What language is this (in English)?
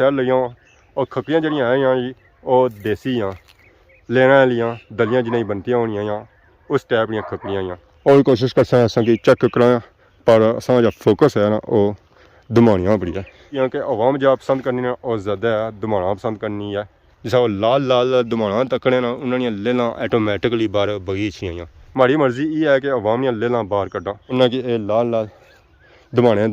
Pahari-Potwari